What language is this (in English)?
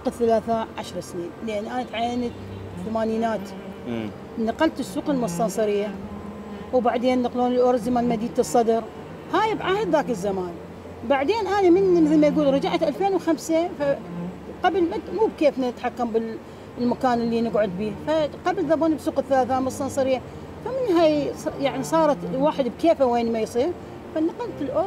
Mesopotamian Arabic